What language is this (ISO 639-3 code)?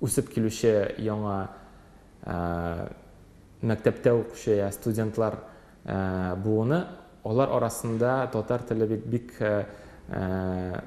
tat